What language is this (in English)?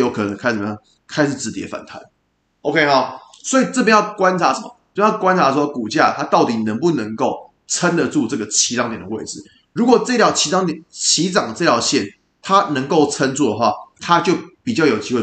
Chinese